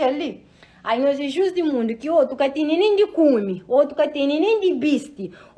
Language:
Kabuverdianu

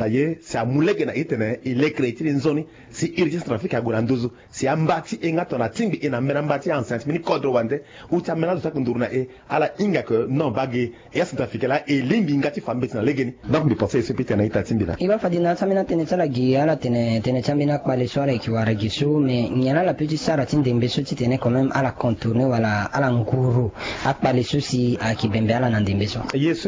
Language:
Sango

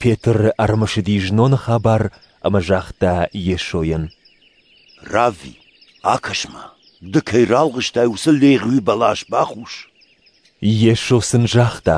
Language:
Ossetic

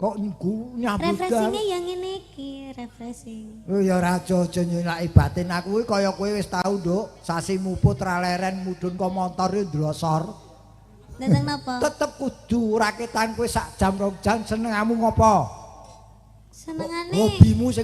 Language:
Javanese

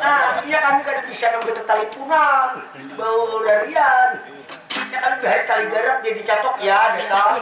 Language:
Banjar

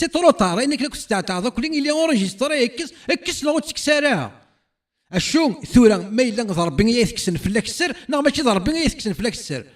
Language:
Kabyle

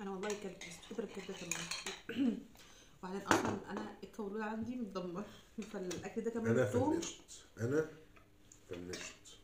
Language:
Egyptian Arabic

